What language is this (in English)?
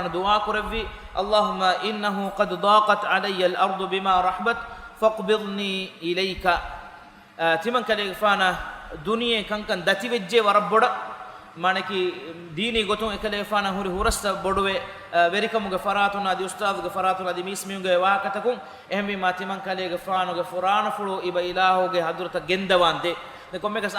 Divehi